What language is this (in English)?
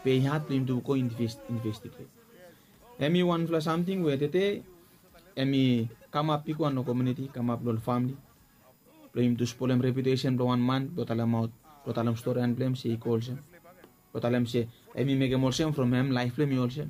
Bislama